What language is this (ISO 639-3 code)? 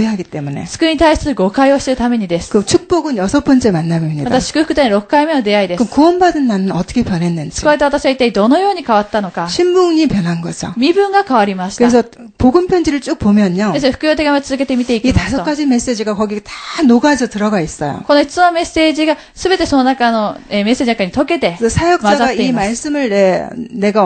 kor